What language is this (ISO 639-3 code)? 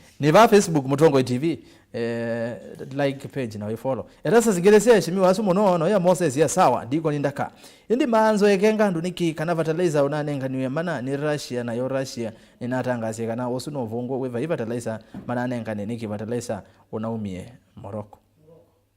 kam